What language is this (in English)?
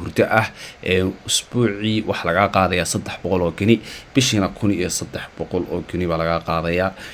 Somali